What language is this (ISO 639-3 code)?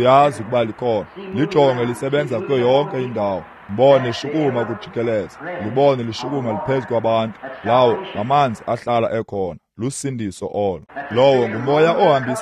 xho